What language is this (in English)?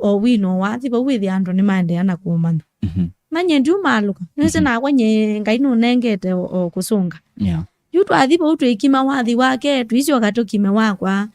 Kamba